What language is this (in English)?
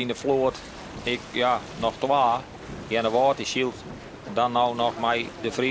Western Frisian